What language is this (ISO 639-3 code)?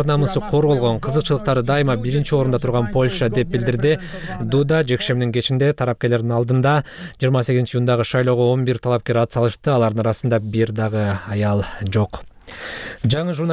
kir